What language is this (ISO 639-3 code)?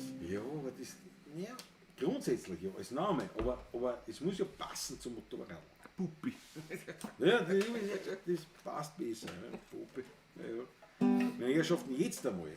bar